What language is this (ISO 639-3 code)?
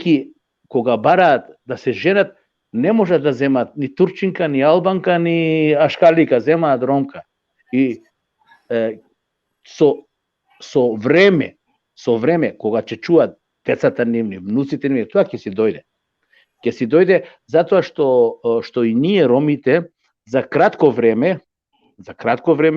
rmn